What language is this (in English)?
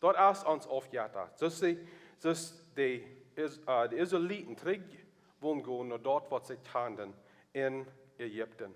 Plautdietsch